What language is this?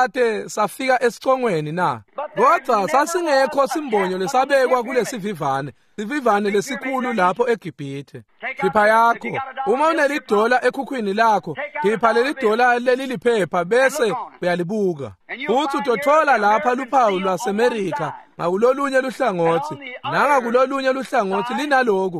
Swati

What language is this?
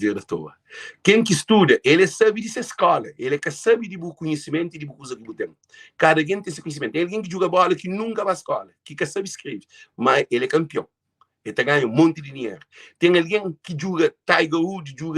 Kabuverdianu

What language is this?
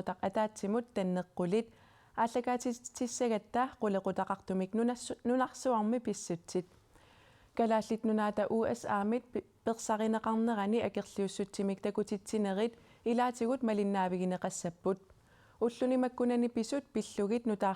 Kalaallisut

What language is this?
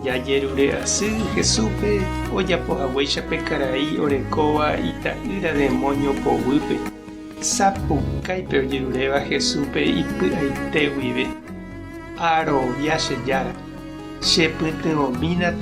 Guarani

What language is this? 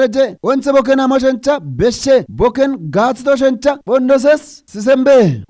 Kafa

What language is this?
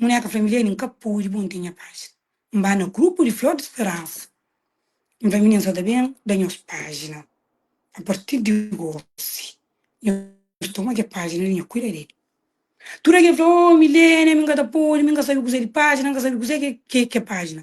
Kabuverdianu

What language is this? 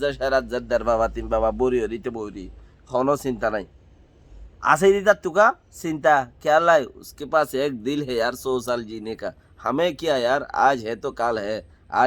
Rohingya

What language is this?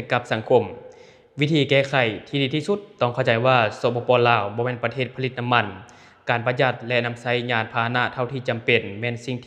Lao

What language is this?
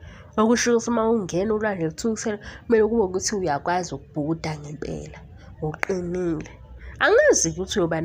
Zulu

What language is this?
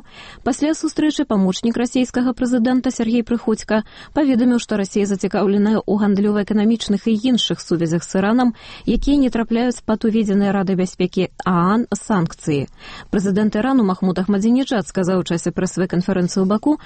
Belarusian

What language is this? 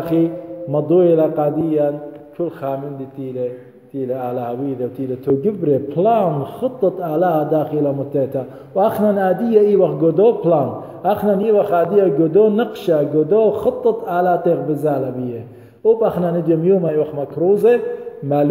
Assyrian Neo-Aramaic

